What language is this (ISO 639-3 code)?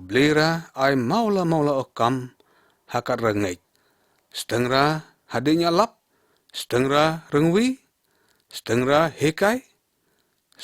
lyg